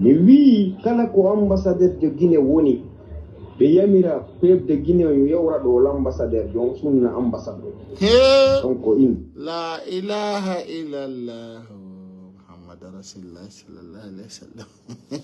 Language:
Fula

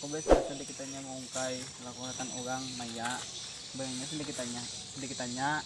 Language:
Banjar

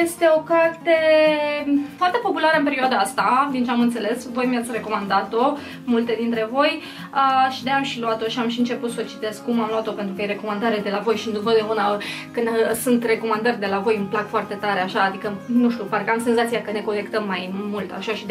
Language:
Romanian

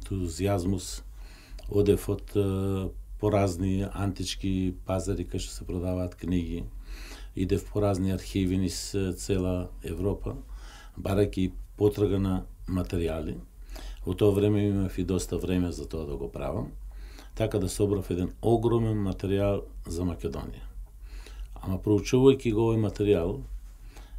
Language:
Macedonian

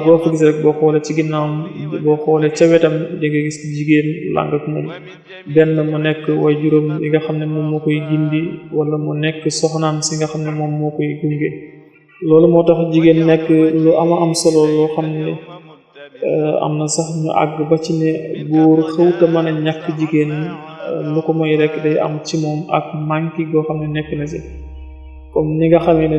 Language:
Wolof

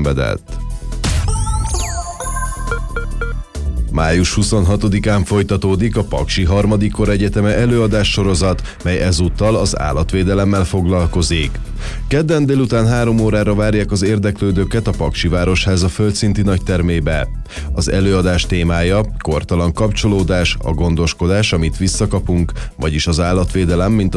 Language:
Hungarian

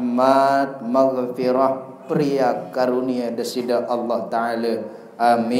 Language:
Sasak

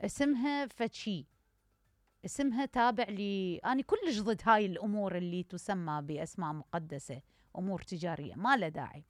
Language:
Mesopotamian Arabic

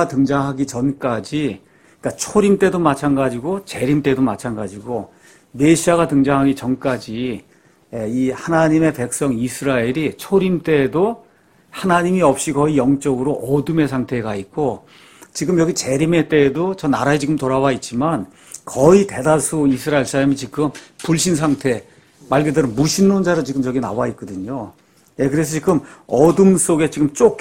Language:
Korean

